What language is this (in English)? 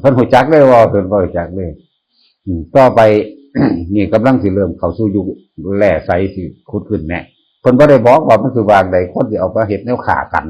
Northeastern Thai